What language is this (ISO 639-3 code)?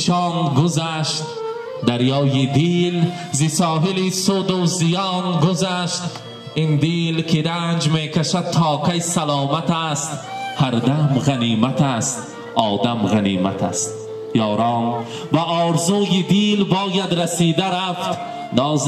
fas